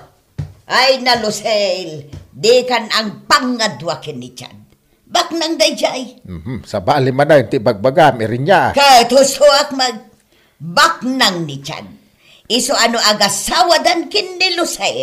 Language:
Iloko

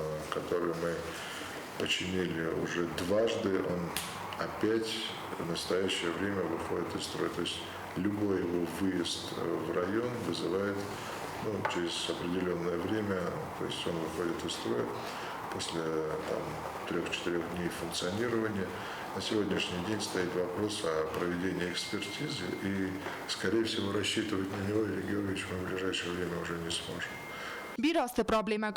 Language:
Ossetic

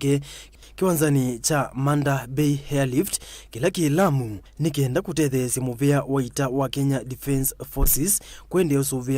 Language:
Kamba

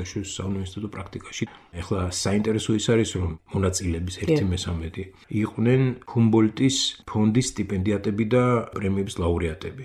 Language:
Georgian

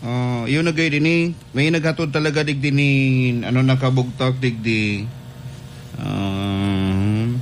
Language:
Bikol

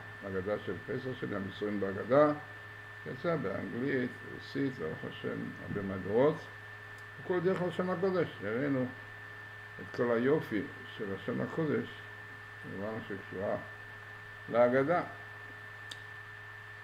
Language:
Hebrew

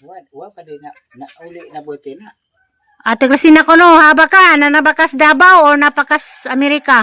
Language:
Cebuano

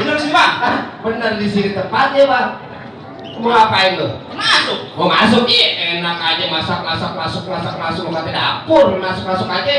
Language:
Betawi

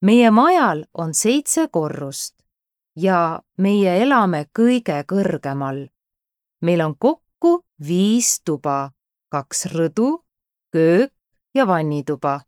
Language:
Estonian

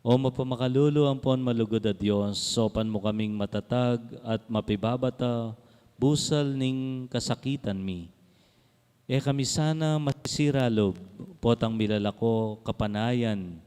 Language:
Pampanga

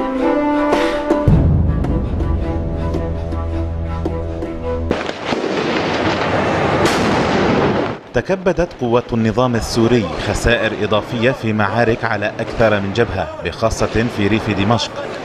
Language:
Arabic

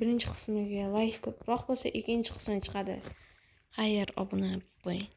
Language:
Uzbek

